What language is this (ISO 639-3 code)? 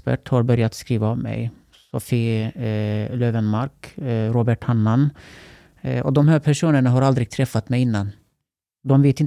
swe